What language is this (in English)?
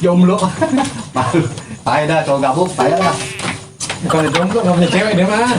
Betawi